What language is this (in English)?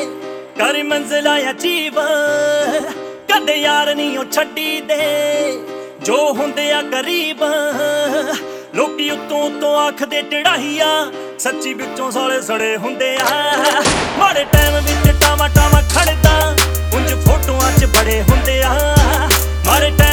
Punjabi